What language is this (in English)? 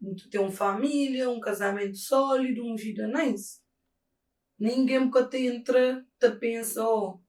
Kabuverdianu